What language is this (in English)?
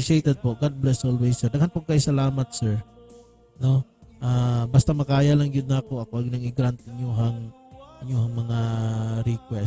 Cebuano